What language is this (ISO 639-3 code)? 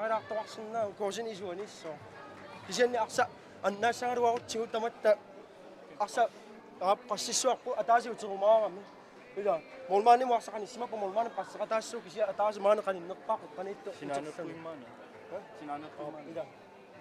kal